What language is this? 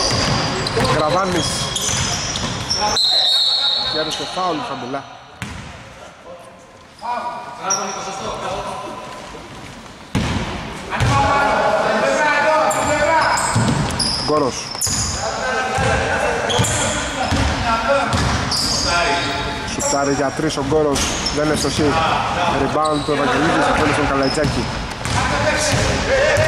Greek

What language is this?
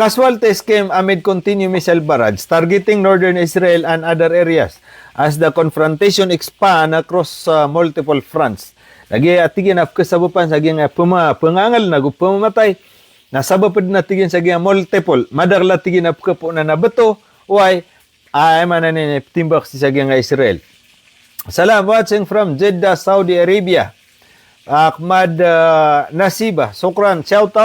Maranao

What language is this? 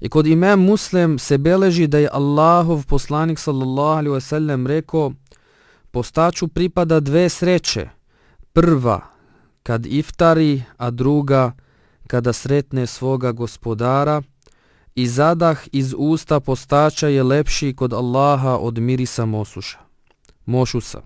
Bosnian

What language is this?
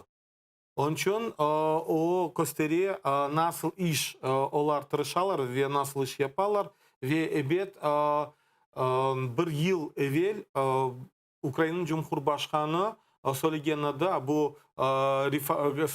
Crimean Tatar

